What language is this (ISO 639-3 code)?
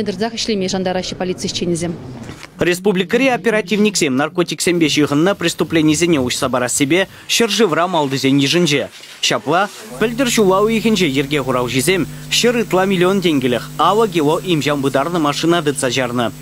chv